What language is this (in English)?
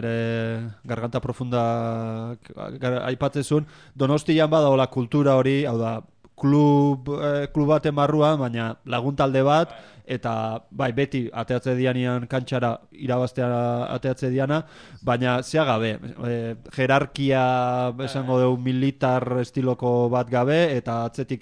Basque